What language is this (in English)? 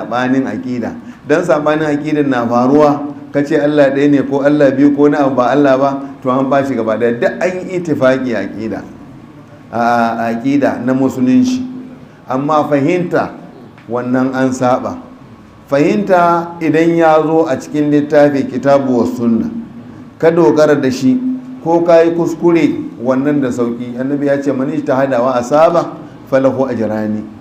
Hausa